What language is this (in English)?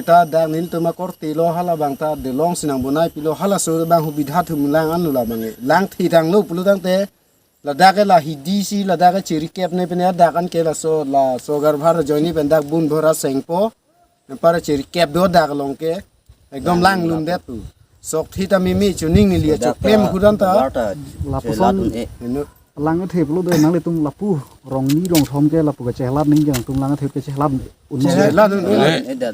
Karbi